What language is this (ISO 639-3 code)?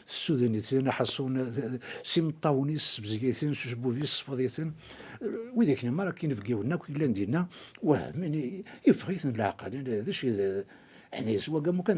kab